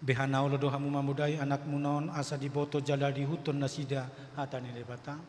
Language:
Batak Toba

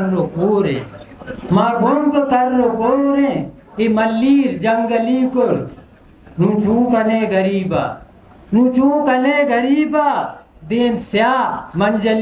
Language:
Eastern Balochi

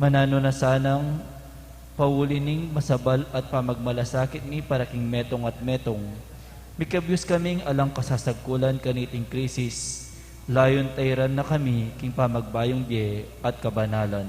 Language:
Pampanga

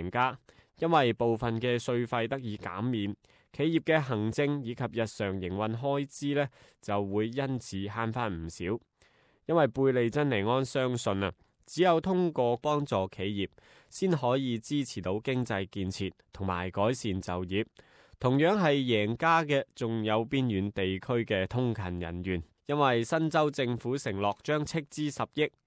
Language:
Cantonese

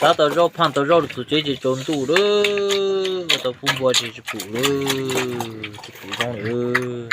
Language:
Hmong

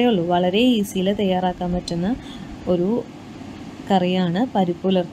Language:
Malayalam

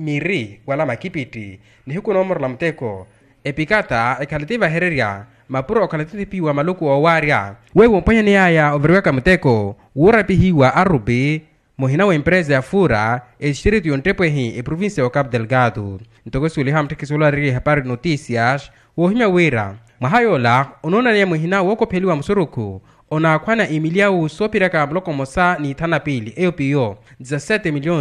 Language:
Makhuwa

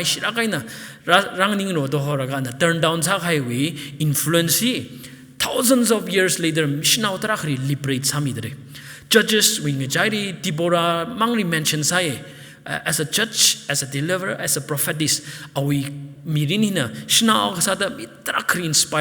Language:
Tangkhul Naga (India)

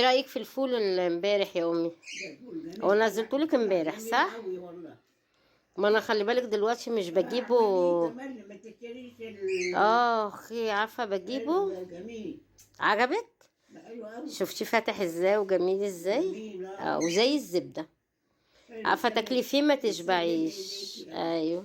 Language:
Egyptian Arabic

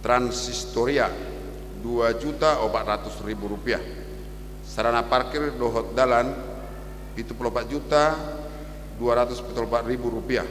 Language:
Batak Toba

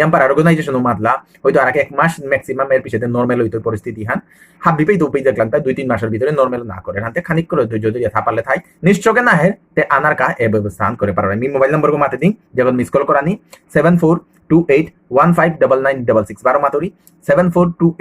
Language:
Bishnupriya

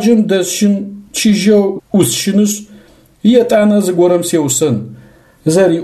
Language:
Adyghe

